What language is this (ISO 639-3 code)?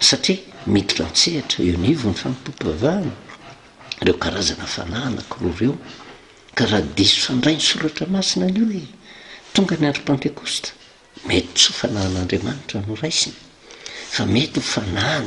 mlg